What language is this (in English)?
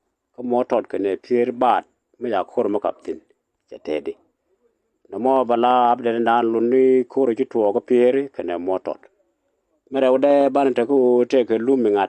Nuer